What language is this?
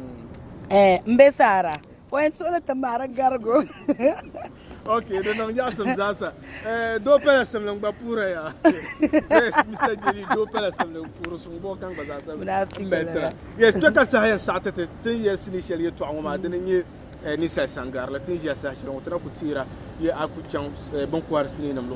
Dagbani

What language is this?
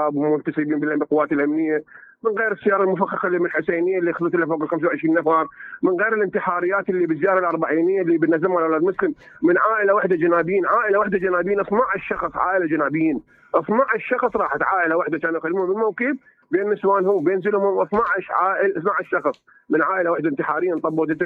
Mesopotamian Arabic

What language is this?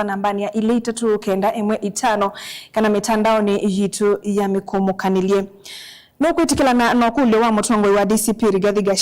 Kamba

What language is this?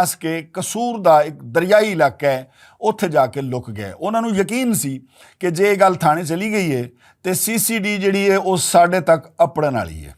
Western Panjabi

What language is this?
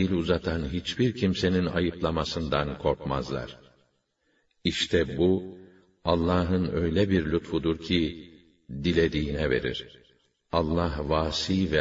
Turkish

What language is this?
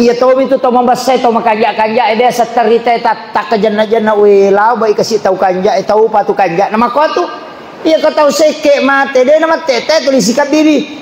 Buginese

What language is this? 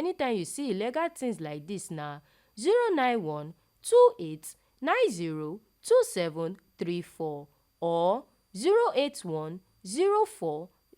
Nigerian Pidgin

